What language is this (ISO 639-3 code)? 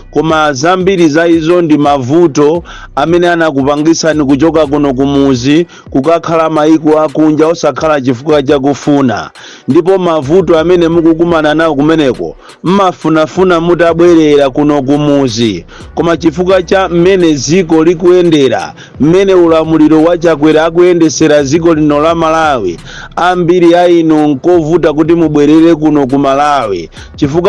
nya